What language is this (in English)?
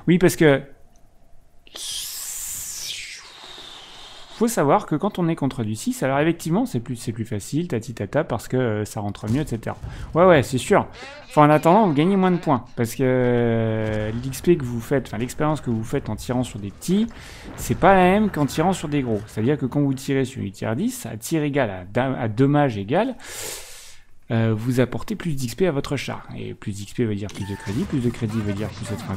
French